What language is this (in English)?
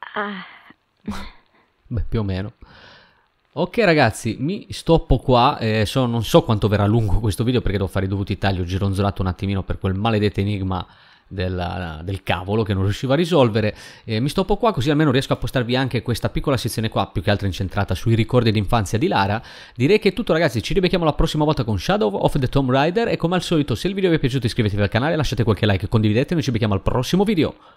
Italian